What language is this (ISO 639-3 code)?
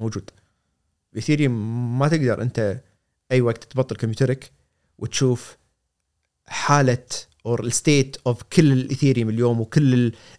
afb